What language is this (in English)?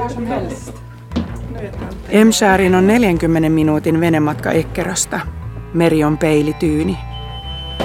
Finnish